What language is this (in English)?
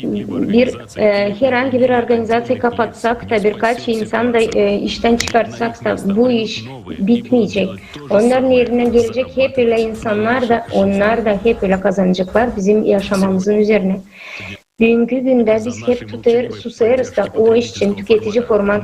Gagauz